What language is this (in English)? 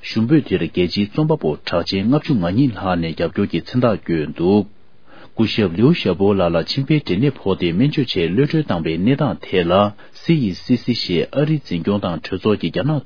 Tibetan